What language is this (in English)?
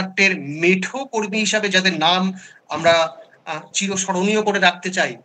Bangla